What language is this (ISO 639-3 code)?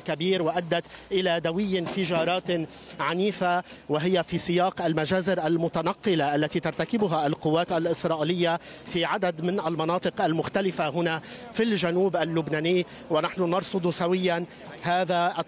ara